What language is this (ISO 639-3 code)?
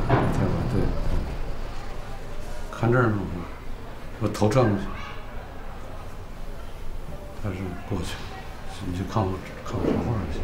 zho